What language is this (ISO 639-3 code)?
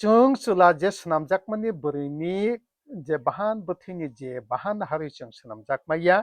trp